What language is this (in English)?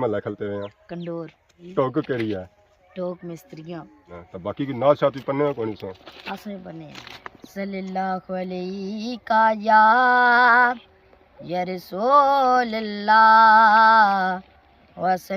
Pahari-Potwari